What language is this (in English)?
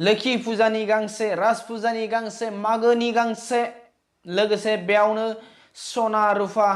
Bodo